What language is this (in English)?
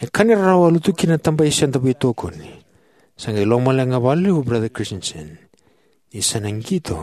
Fijian